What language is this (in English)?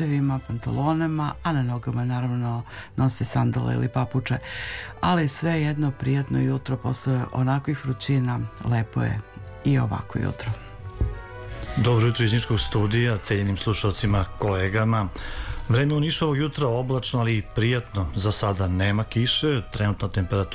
Serbian